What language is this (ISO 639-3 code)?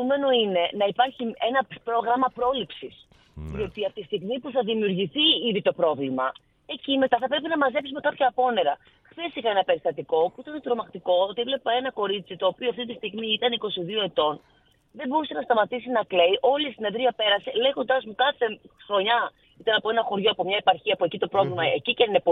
ell